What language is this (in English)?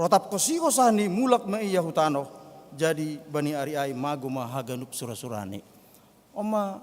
Batak Simalungun